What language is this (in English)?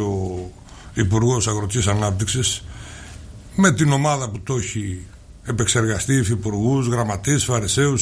Greek